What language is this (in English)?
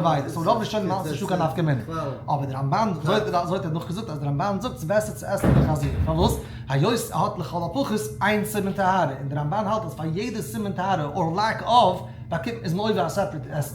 Yiddish